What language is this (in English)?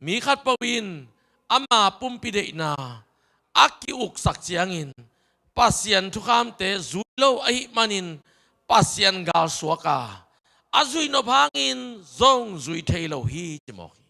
Tedim Chin